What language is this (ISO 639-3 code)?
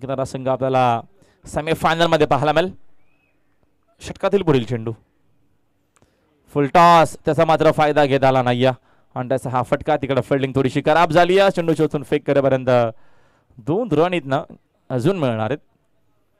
mar